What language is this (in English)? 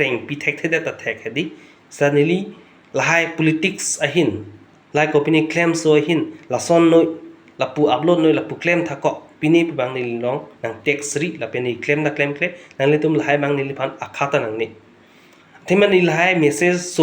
Karbi